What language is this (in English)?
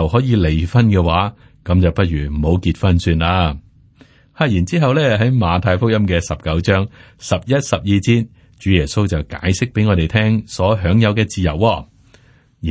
Cantonese